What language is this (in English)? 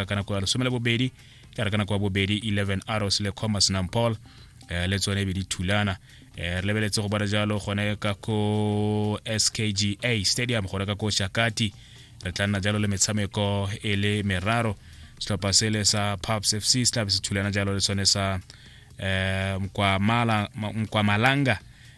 Tswana